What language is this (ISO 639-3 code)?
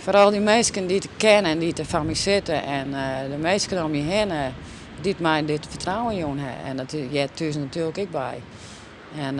fry